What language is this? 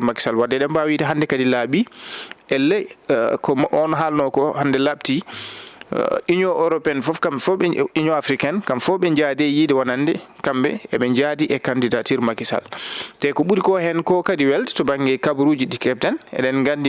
Fula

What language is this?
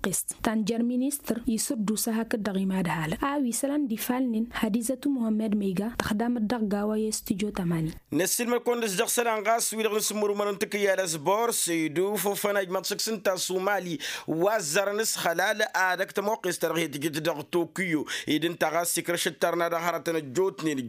Tamasheq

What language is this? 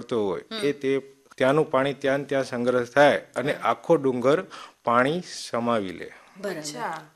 Gujarati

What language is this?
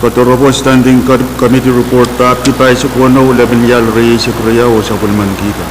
Pohnpeian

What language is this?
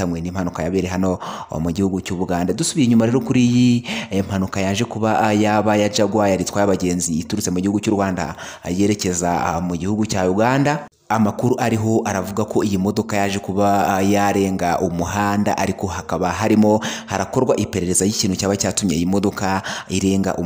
Kinyarwanda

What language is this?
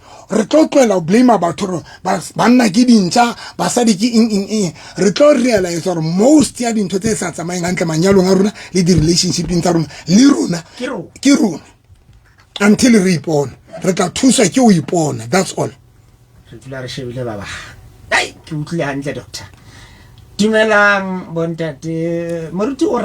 Southern Sotho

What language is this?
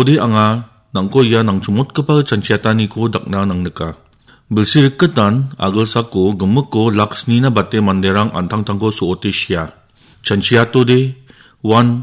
Garo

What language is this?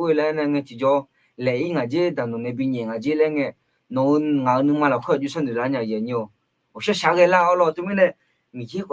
Akha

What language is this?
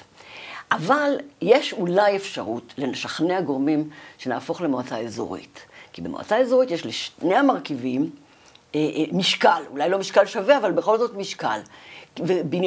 Hebrew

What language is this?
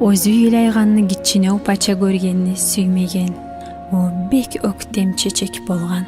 Kumyk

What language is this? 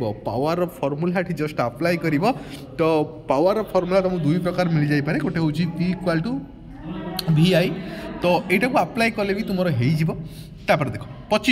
Odia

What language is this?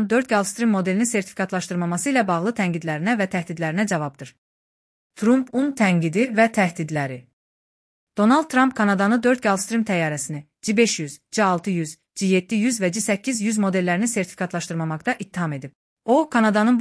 Azerbaijani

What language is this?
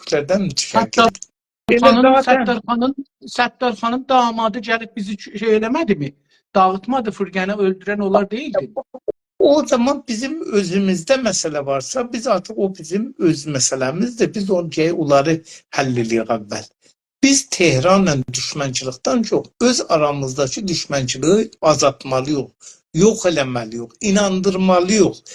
South Azerbaijani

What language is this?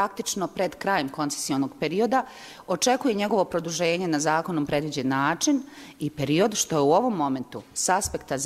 Bosnian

